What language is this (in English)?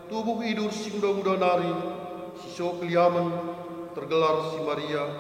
Batak Karo